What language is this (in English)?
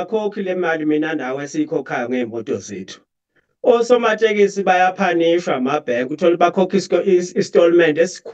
Zulu